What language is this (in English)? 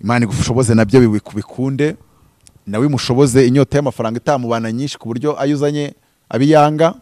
Kinyarwanda